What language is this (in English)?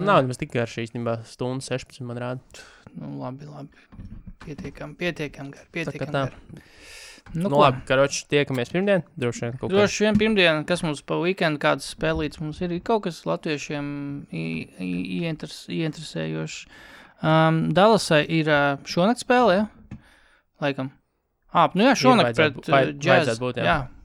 Latvian